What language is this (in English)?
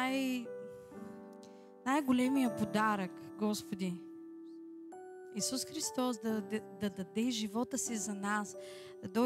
Bulgarian